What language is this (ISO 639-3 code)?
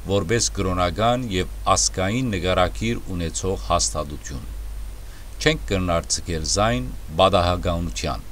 hyw